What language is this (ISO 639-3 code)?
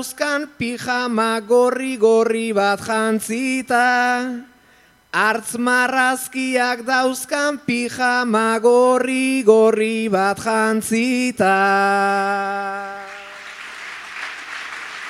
eus